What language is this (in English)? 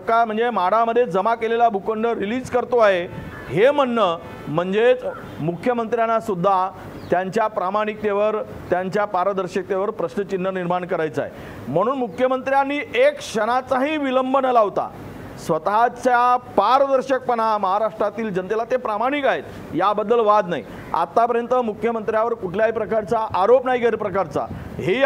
Marathi